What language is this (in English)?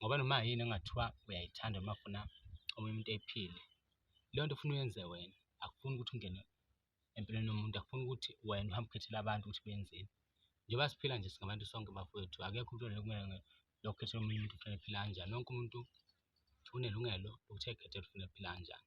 Zulu